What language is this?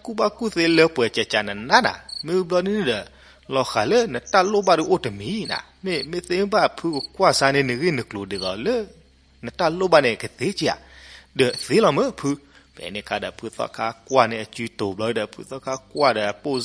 S'gaw Karen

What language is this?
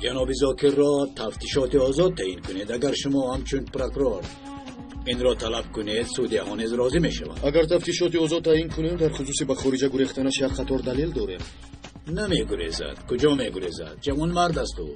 Tajik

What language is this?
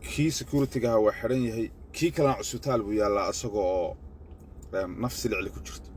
Somali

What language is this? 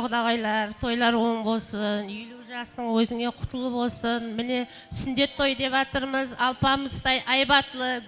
Kara-Kalpak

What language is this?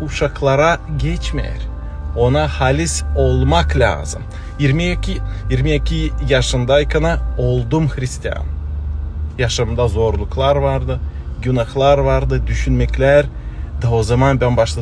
Gagauz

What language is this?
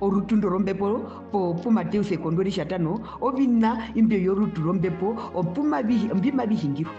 Herero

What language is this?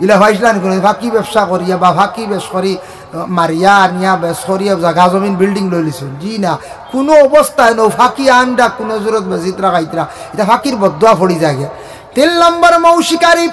Sylheti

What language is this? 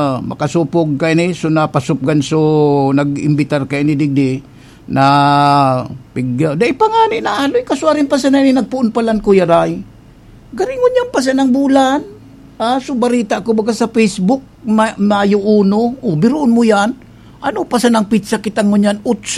Bikol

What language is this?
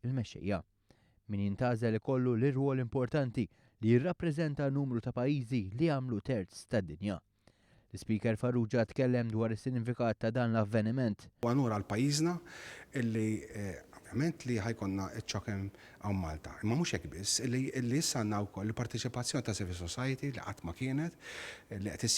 Maltese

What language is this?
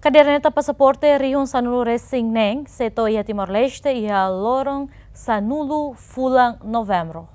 Tetum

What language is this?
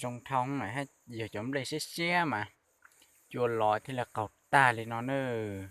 Hmong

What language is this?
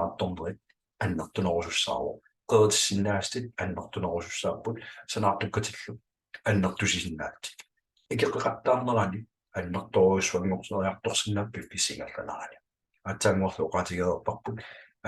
Kalaallisut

